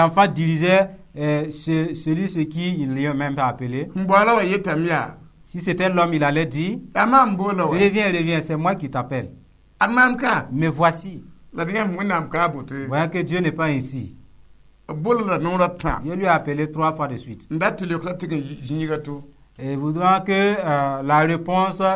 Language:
Mossi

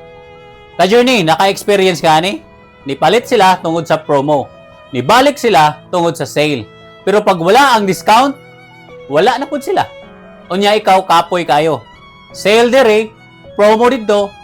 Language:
Cebuano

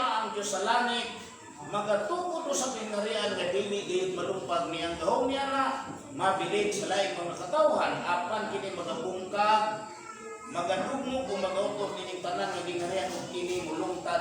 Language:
Cebuano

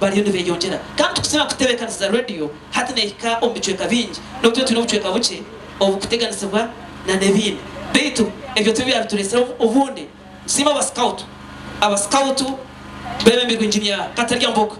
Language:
Nyankole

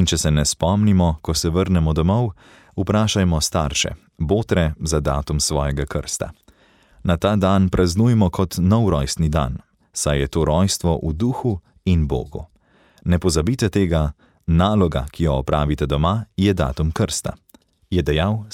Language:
Slovenian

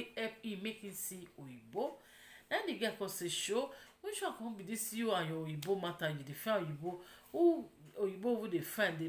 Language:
Nigerian Pidgin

